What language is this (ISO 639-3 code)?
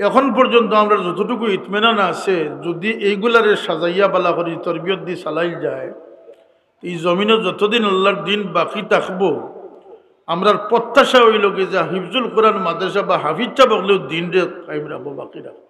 syl